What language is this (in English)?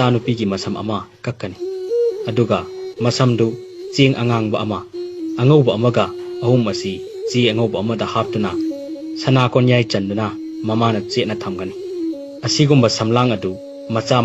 Manipuri